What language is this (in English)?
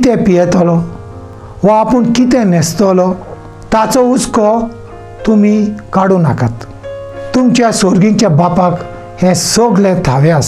Konkani